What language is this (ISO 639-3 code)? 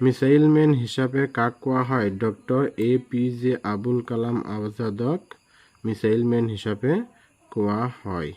asm